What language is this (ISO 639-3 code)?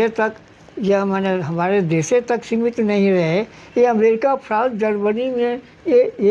sck